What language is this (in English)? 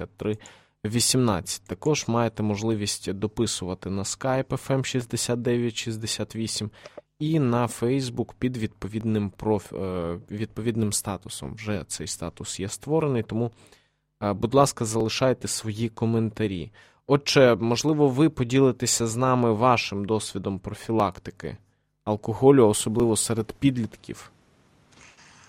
Ukrainian